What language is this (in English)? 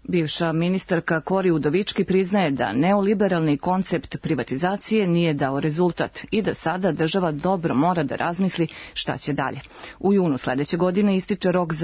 Serbian